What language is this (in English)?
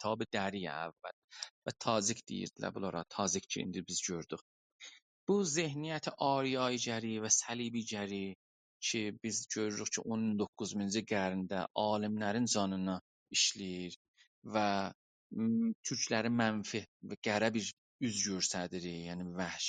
South Azerbaijani